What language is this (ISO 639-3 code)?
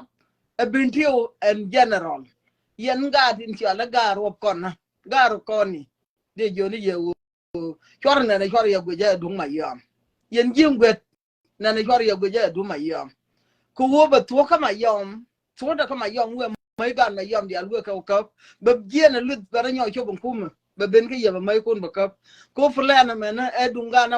nus